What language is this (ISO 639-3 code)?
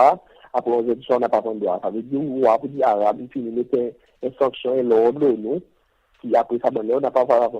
crs